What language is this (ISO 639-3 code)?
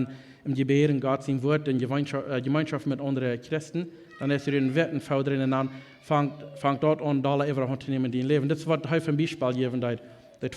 pdt